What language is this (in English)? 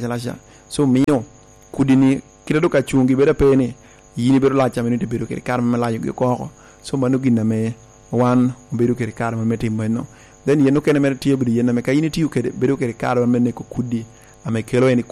Lango (Uganda)